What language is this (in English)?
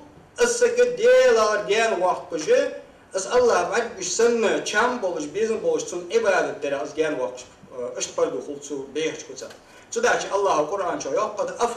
Ingush